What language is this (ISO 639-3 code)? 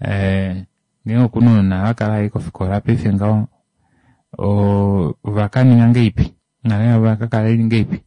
kua